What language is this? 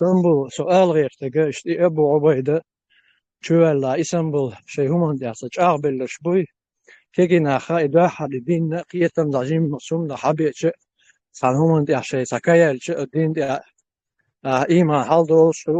Chechen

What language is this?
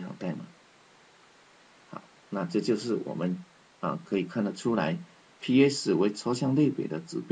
Chinese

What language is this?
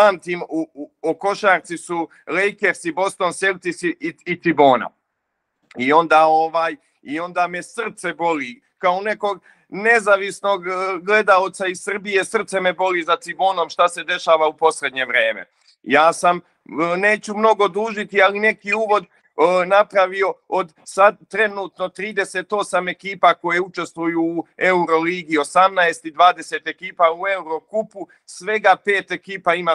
Serbian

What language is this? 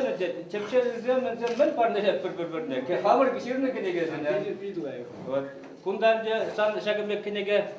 Chuvash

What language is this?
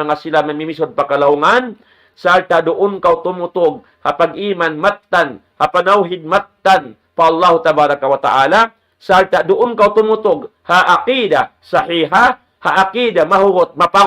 Tausug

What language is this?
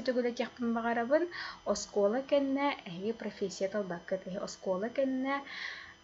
Yakut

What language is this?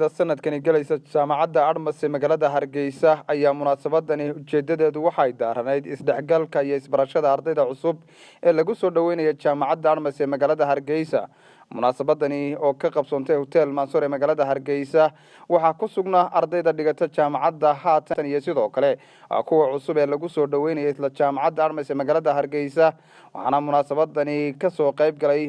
Somali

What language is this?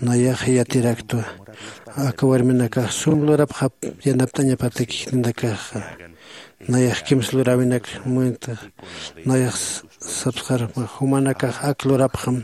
Aymara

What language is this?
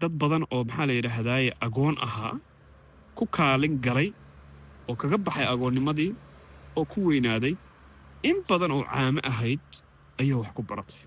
Somali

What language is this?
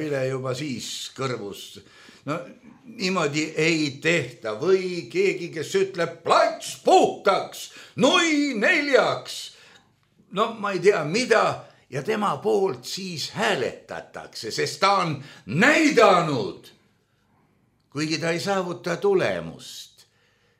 Estonian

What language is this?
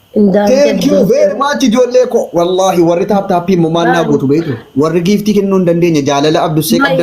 Oromo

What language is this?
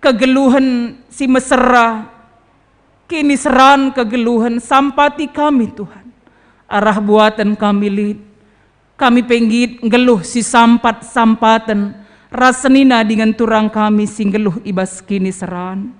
Batak Karo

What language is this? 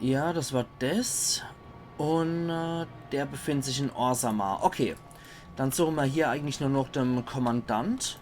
Palatine German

